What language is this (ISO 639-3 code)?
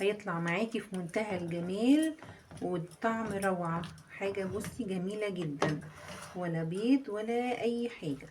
arz